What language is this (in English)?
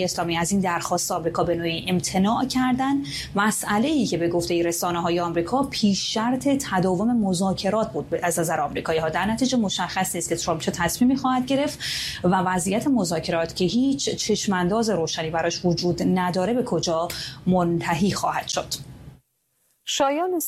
Persian